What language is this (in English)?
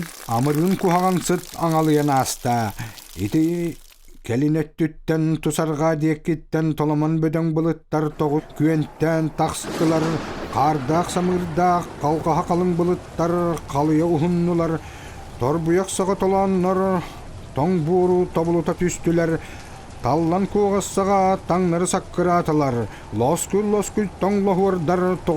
Yakut